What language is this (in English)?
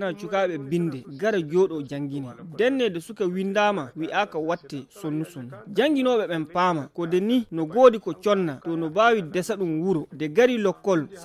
Fula